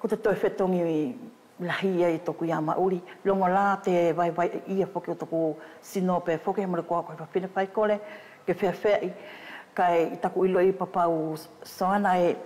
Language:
Wallisian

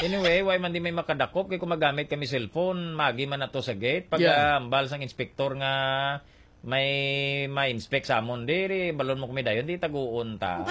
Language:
Hiligaynon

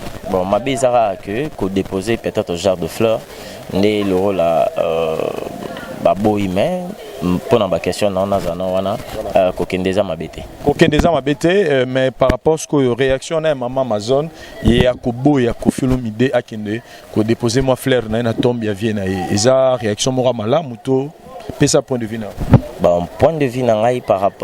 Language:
Lingala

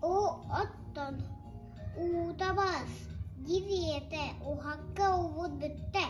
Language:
Yakut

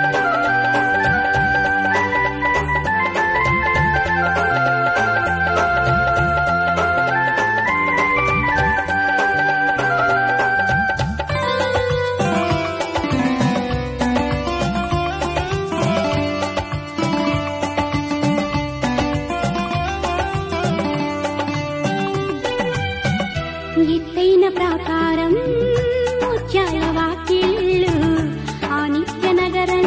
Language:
Telugu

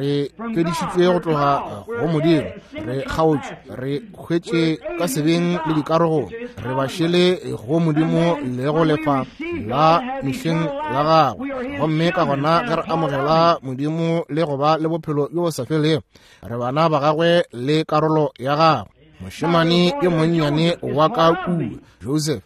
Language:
Northern Sotho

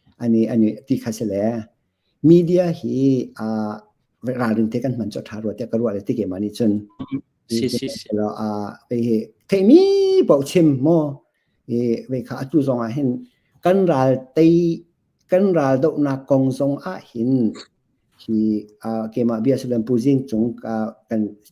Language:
Hakha Chin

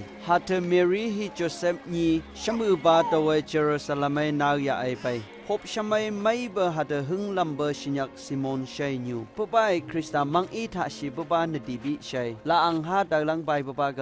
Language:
Phom Naga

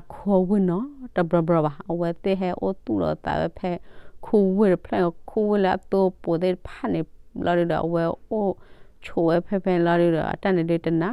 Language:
S'gaw Karen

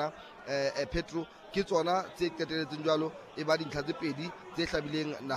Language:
Southern Sotho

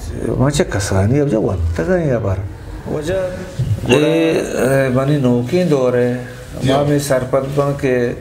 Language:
Eastern Balochi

